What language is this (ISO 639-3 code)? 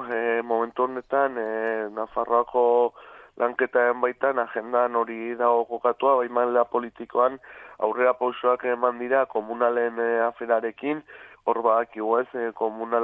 eus